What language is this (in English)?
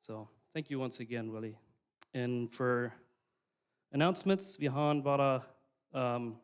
Plautdietsch